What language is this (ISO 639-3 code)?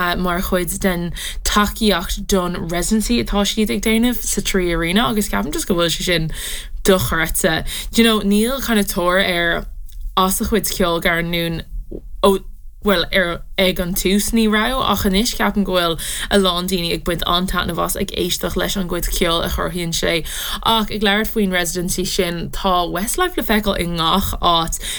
gle